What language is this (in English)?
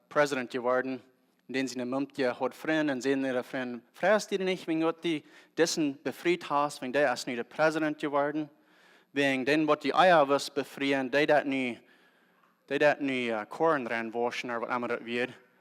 Plautdietsch